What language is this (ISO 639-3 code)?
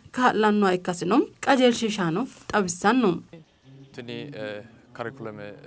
sid